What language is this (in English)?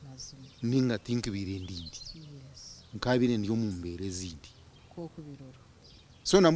Nyankole